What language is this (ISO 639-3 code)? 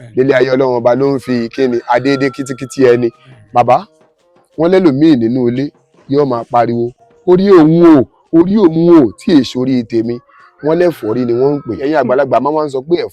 yor